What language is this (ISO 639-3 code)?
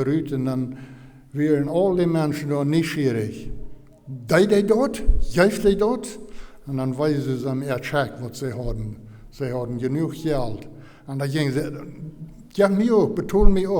pdt